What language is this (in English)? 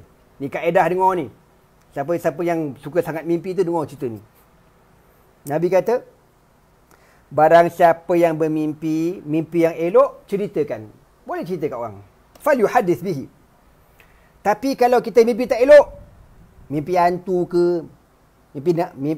Malay